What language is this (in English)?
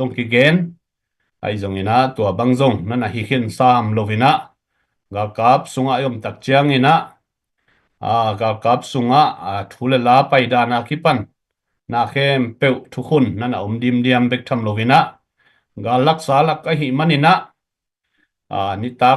Tedim Chin